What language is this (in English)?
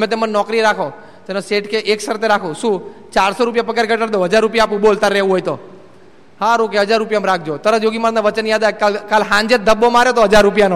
Gujarati